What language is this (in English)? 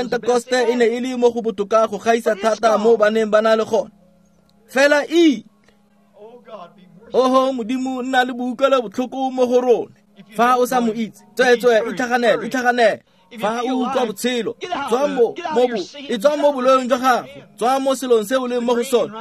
Tswana